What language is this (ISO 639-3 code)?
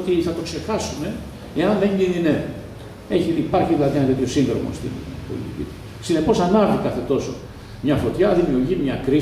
ell